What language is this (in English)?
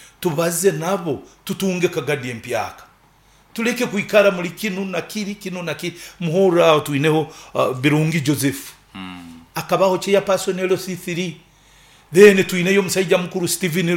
Nyoro